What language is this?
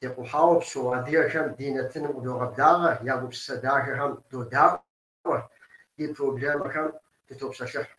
Kabardian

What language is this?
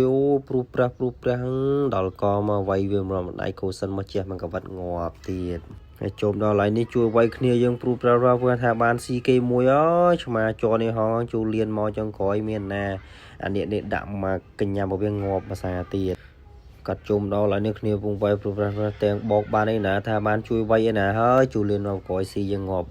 Khmer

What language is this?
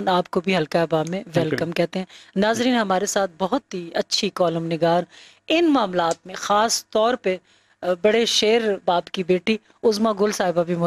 Urdu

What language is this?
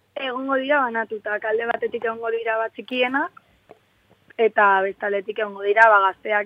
Basque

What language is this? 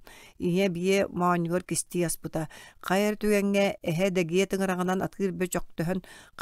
Yakut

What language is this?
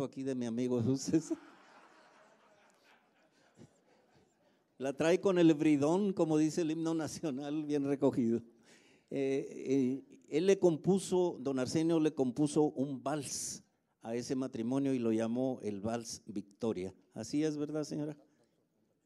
Spanish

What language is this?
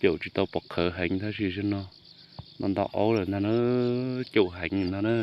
Hmong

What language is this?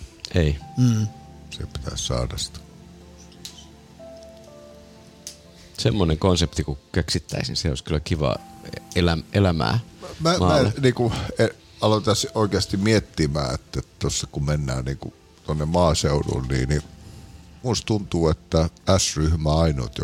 Finnish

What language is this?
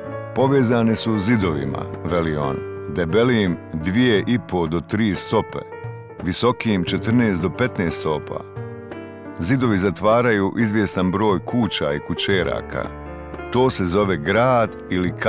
Bosnian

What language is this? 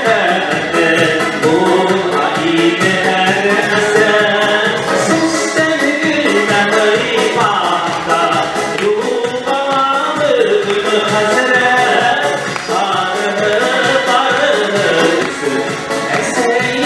Bashkir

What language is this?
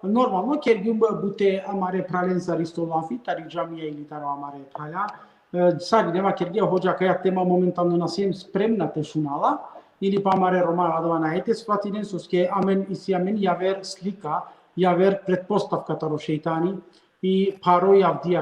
Balkan Romani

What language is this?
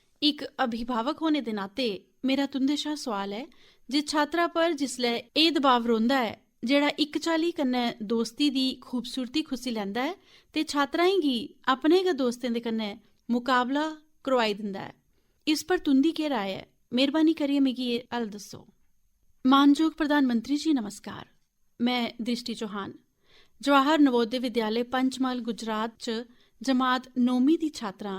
Dogri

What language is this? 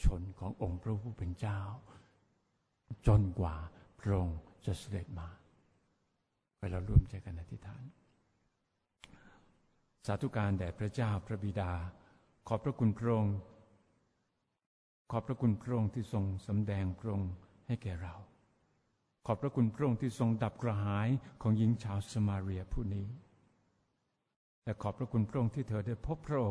Thai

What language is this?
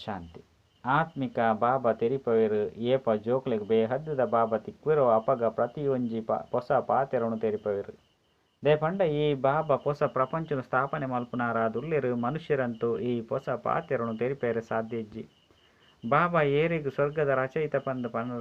Tulu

